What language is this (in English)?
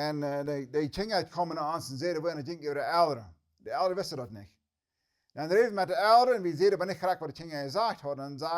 Plautdietsch